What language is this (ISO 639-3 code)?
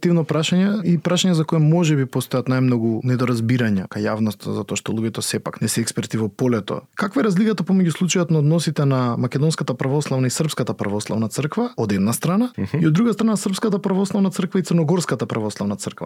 mkd